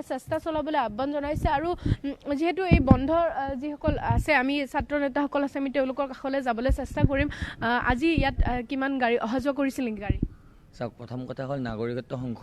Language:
Assamese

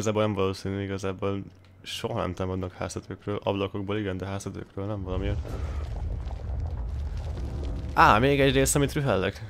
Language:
Hungarian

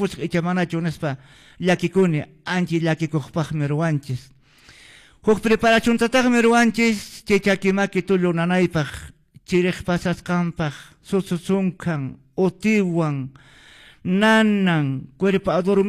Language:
Quechua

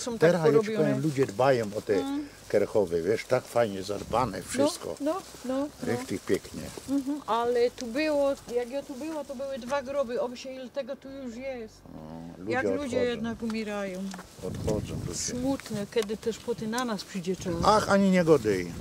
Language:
Silesian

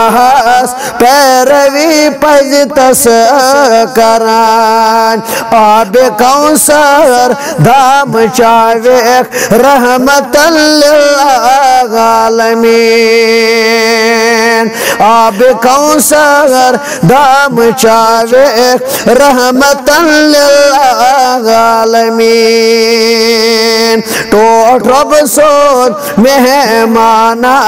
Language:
Kashmiri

